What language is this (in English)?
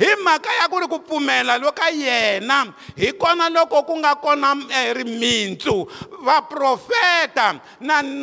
Tsonga